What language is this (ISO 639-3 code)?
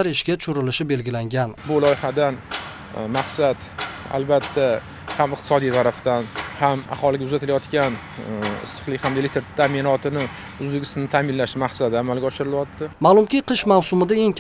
uzb